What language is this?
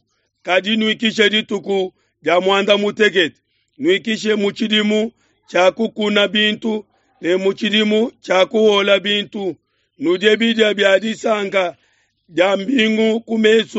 Luba-Lulua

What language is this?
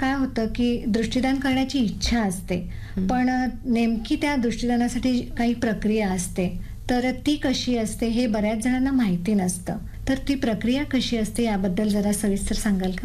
Marathi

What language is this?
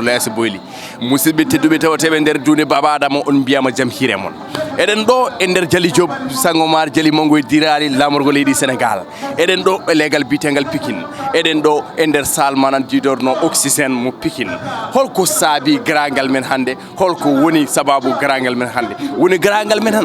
Fula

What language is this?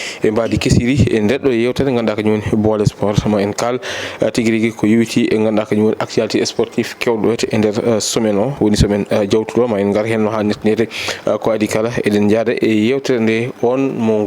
Fula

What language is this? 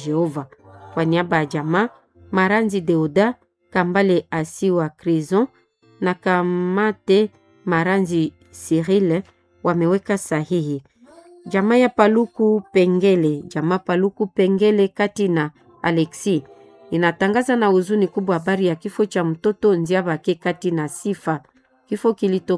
Swahili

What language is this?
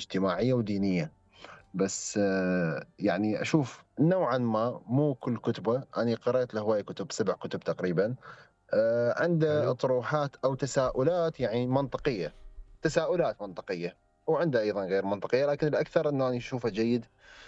Mesopotamian Arabic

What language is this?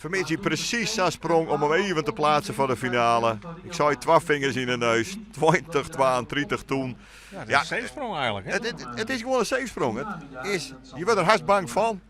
Western Frisian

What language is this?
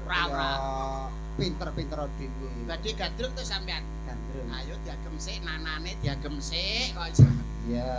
Javanese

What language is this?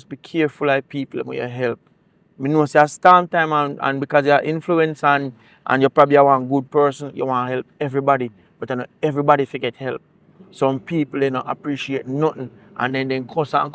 Jamaican Creole English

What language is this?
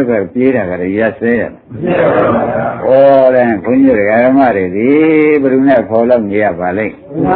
Burmese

